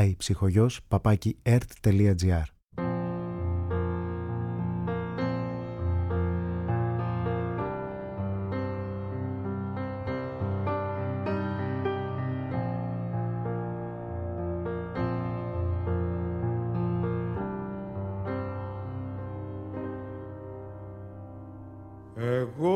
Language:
Greek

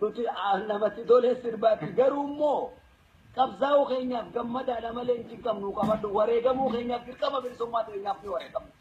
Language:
Oromo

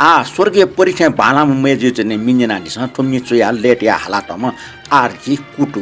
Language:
Newari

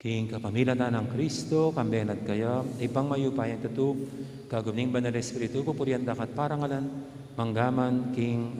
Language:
Pampanga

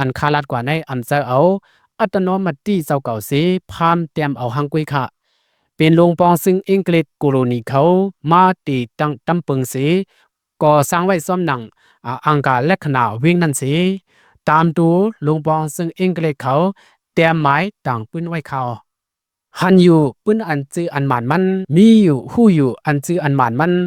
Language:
Shan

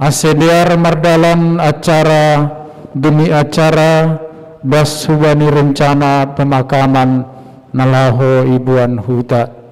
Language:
Batak Simalungun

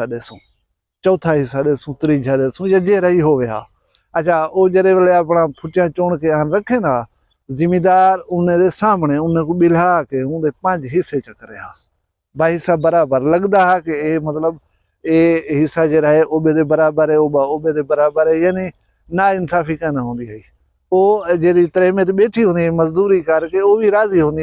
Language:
Saraiki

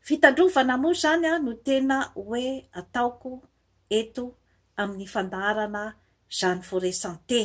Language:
Malagasy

